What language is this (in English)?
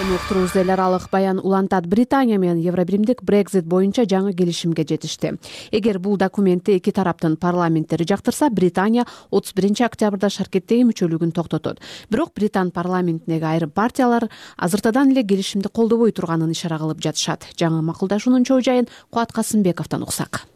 Kyrgyz